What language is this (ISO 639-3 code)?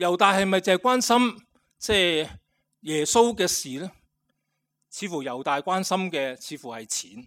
yue